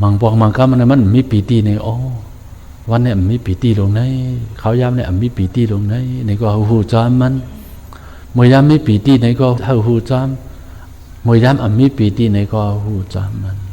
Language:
Shan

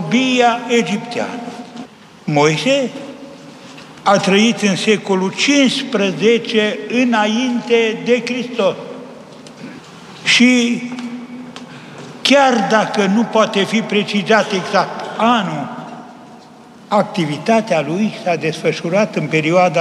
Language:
Romanian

